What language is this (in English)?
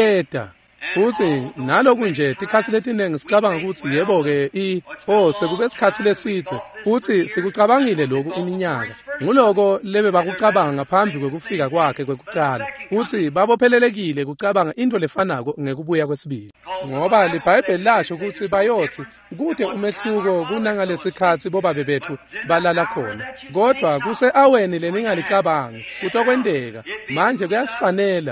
Swati